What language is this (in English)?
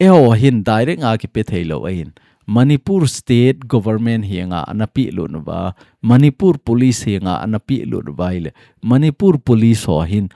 Thado Chin